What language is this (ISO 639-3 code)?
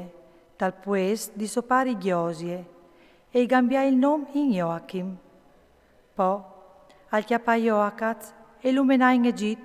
fur